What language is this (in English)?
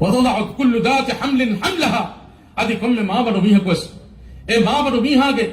Divehi